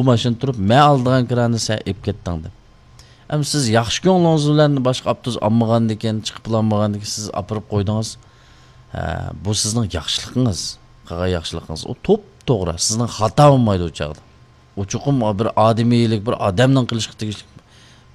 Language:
Uyghur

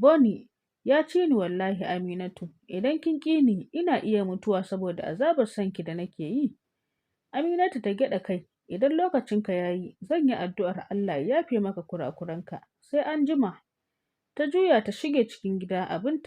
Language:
Hausa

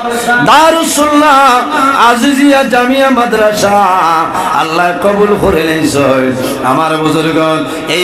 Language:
Sylheti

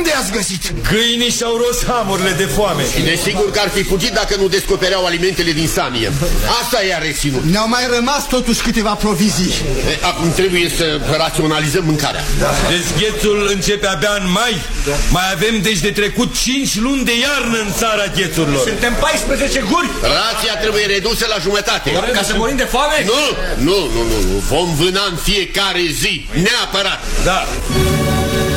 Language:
Romanian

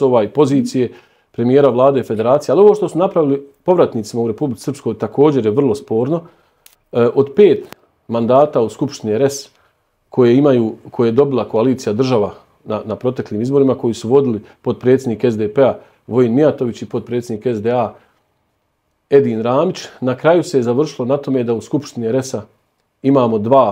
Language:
Bosnian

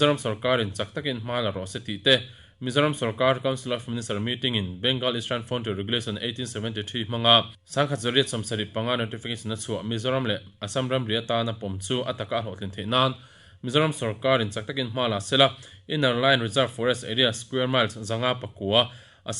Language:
Mizo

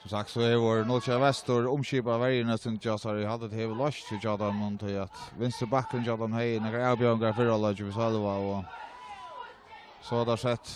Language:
Faroese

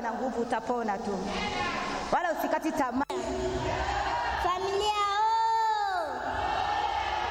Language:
Swahili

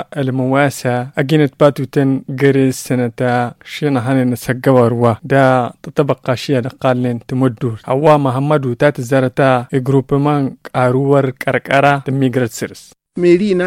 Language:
Tamasheq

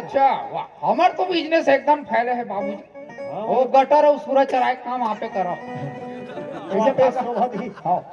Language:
Chhattisgarhi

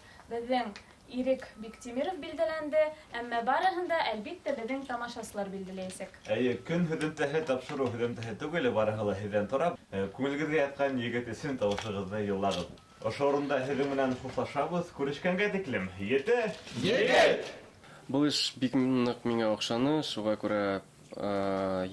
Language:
Bashkir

